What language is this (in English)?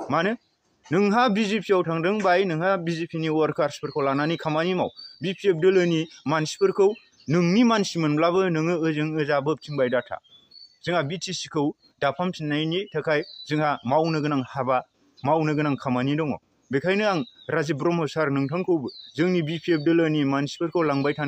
Bodo